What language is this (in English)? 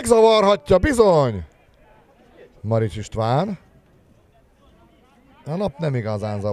Hungarian